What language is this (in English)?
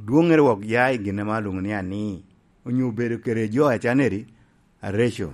Lango (Uganda)